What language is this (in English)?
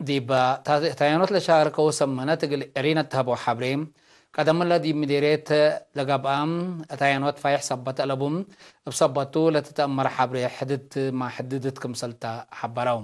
Tigre